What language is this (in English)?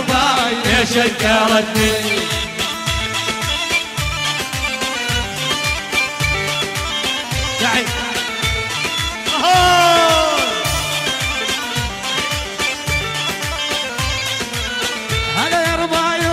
South Levantine Arabic